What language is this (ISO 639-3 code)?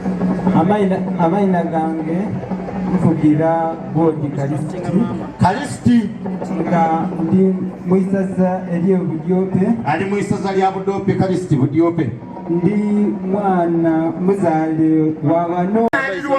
xog